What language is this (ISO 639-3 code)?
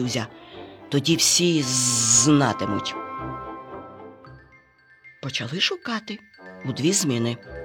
ukr